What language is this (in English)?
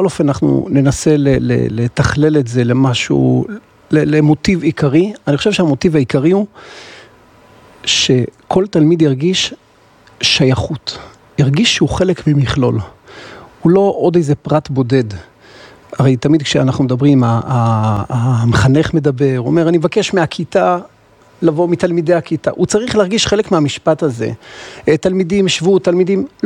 Hebrew